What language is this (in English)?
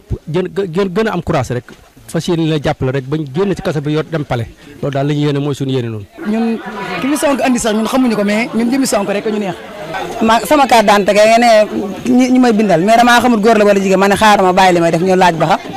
Wolof